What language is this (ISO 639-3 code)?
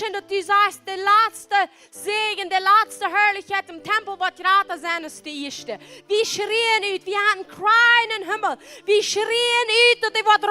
pdt